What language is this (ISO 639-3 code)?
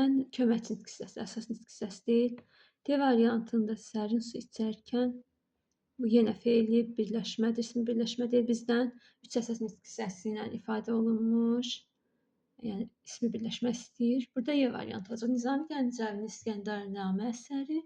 aze